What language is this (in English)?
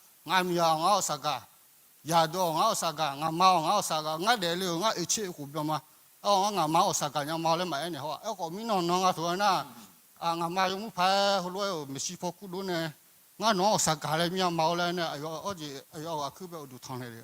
Akha